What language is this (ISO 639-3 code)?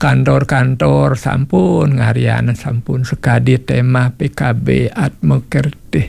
ban